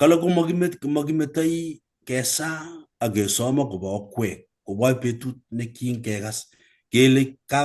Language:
Kalenjin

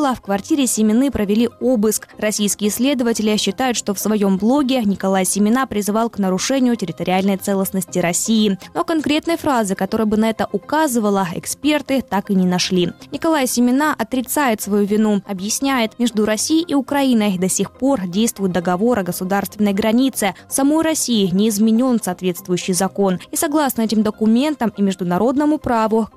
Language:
Russian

